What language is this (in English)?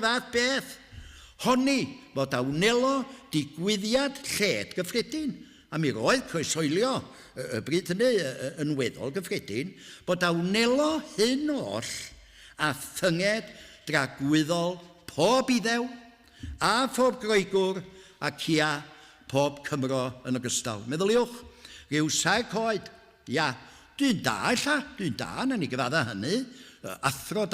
Welsh